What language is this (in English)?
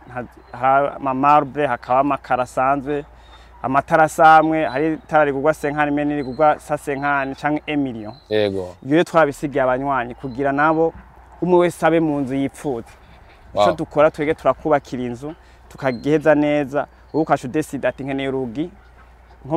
Rundi